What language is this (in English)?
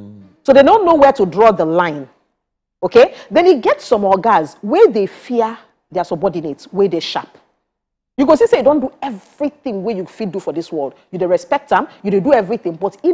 Nigerian Pidgin